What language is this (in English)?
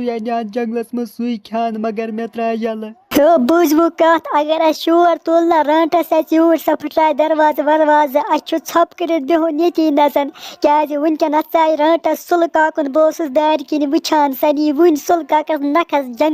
Kashmiri